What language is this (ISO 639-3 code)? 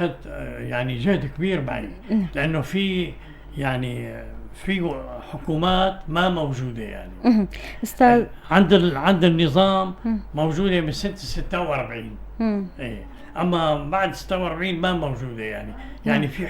apc